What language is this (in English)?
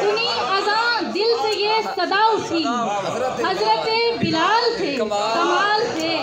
Saraiki